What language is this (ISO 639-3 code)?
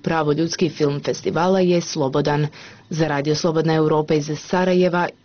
bos